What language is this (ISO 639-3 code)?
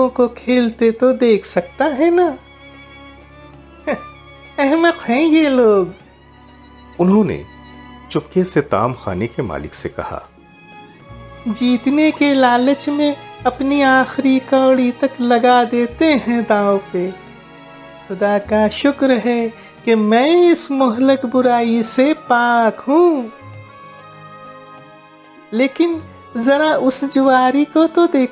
urd